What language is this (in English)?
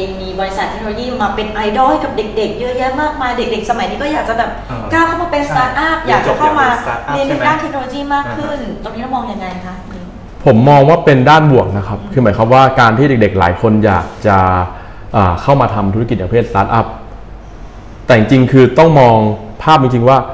Thai